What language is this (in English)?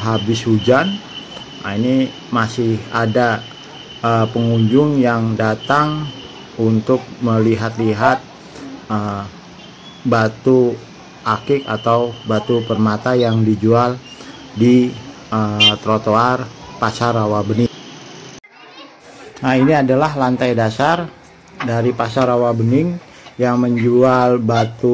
Indonesian